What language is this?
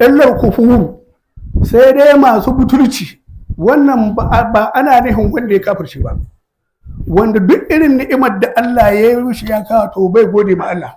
Hausa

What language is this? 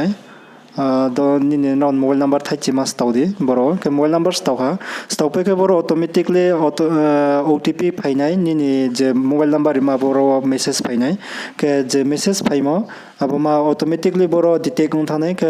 Riang (India)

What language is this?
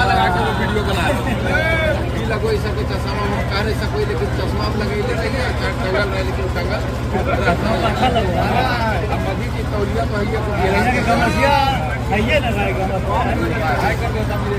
Magahi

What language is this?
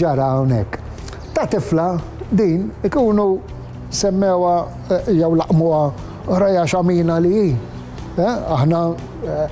Maltese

